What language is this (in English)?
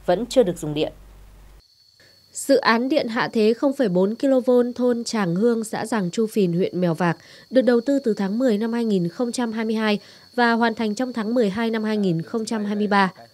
Vietnamese